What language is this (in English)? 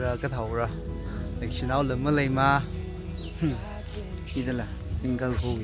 Tangkhul Naga (India)